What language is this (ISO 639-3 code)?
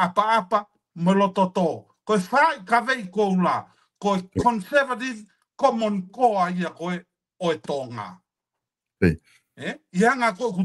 ton